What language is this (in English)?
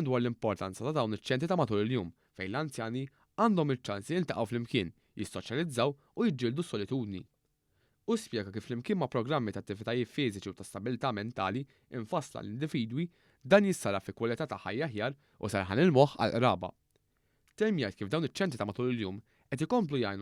Maltese